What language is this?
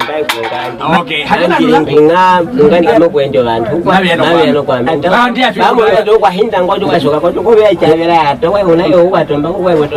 Nyaneka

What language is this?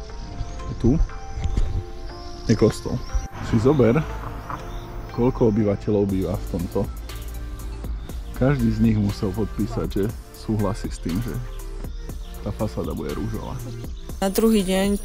Slovak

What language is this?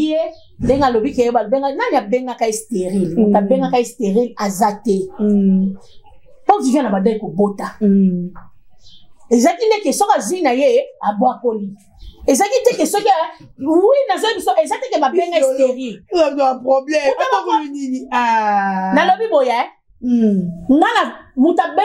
Lingala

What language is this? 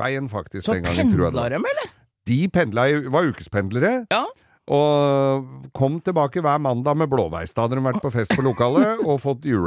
Norwegian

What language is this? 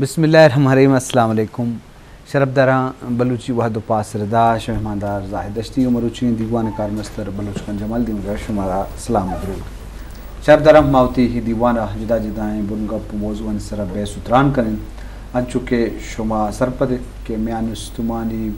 Eastern Balochi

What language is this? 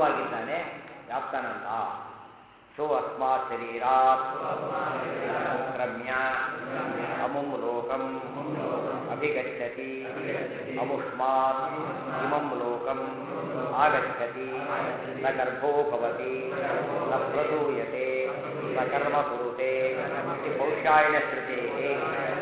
Kannada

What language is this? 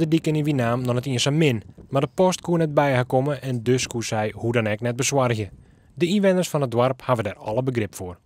Western Frisian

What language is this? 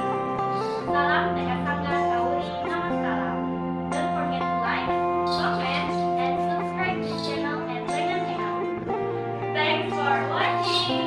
Ma'anyan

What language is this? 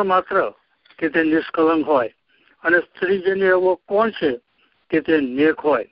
Gujarati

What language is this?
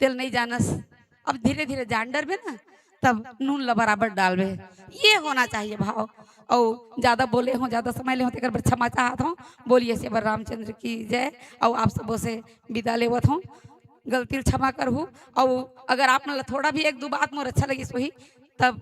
Chhattisgarhi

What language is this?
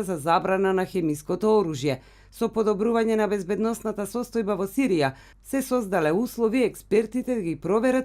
Macedonian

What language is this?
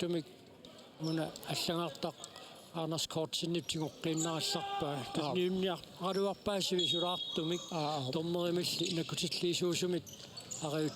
Kalaallisut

